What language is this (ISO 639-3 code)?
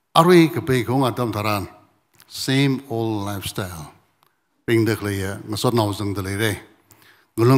nmf